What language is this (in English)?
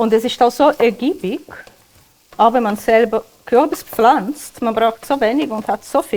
Swiss German